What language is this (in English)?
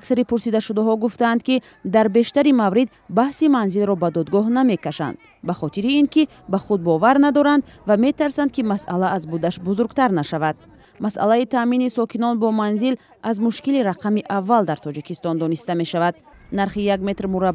Tajik